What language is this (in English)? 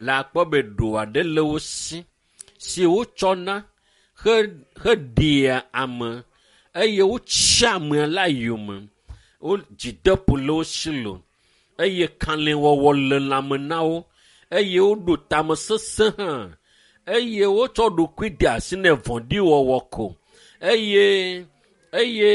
Ewe